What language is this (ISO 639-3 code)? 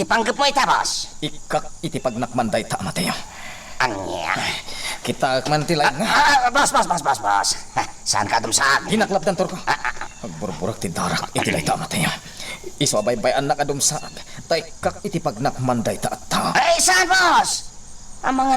ilo